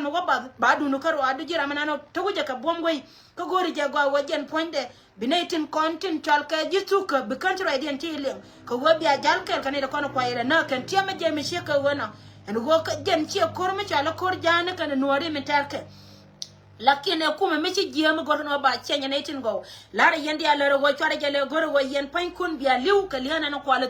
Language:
Nuer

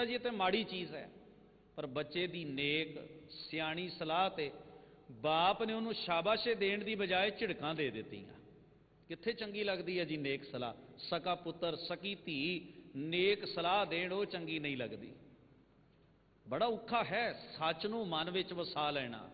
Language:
Punjabi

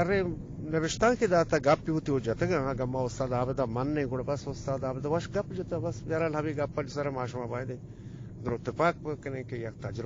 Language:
Eastern Balochi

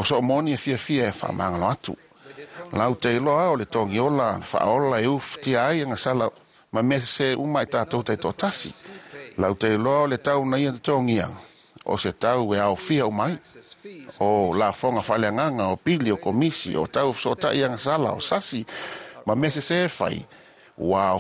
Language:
Samoan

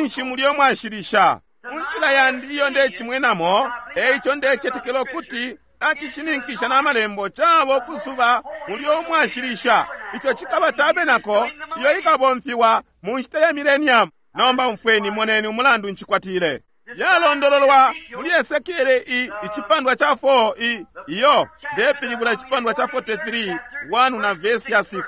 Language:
Bemba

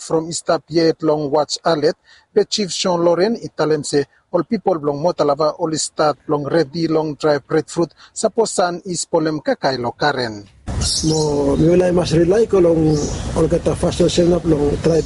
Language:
Bislama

